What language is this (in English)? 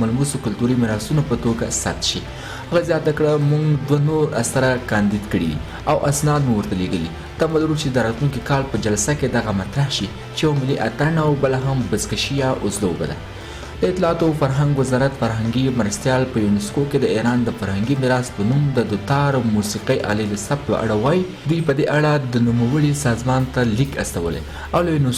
Pashto